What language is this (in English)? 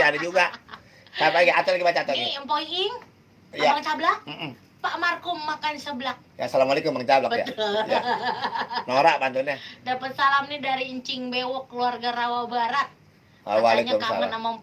Betawi